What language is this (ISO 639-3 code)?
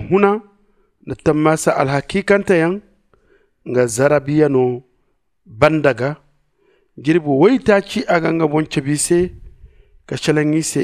dje